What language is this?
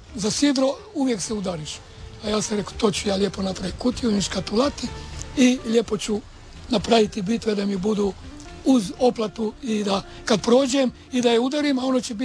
Croatian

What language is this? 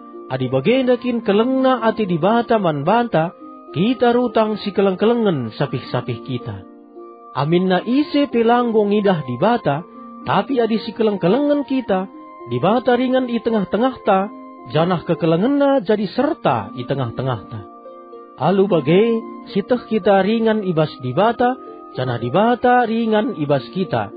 Batak Karo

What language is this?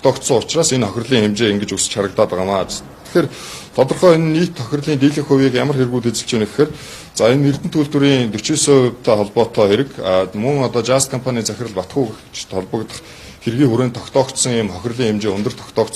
Mongolian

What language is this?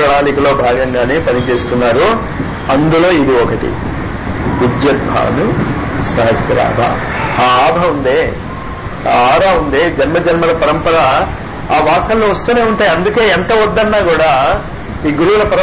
Telugu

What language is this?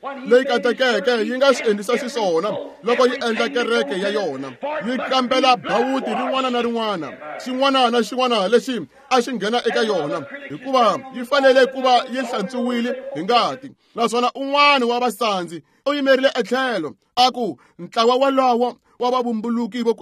Tsonga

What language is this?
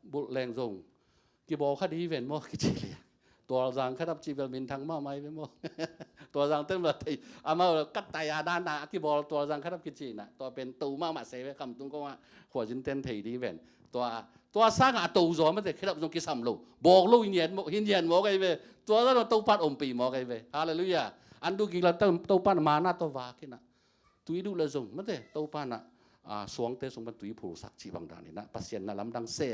Tedim Chin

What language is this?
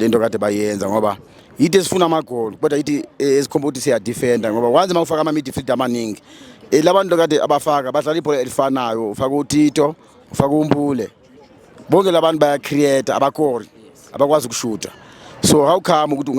Zulu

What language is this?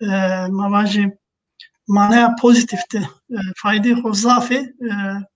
Zaza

